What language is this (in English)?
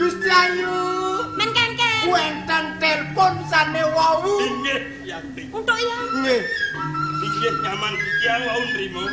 Balinese